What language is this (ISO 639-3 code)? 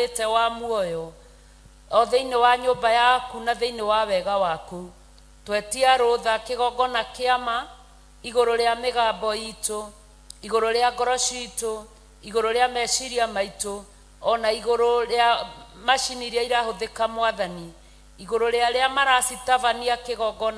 kik